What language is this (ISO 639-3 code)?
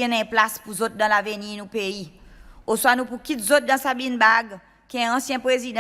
crs